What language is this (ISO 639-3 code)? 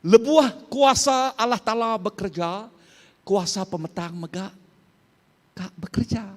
iba